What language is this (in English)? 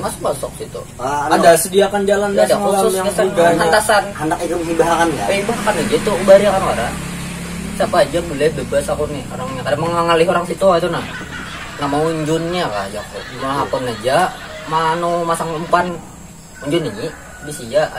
Banjar